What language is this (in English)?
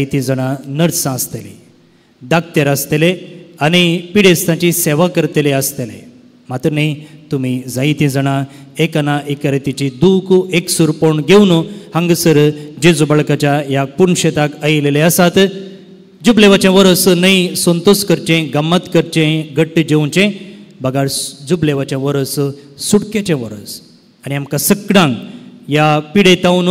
Konkani